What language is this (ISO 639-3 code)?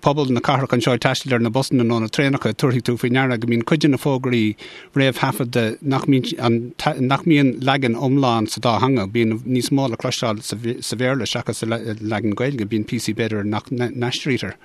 gle